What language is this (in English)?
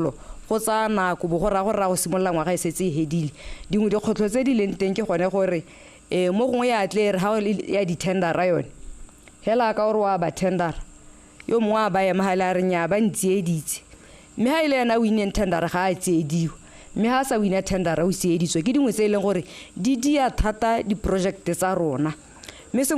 Tswana